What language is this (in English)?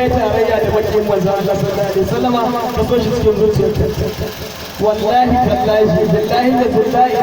Hausa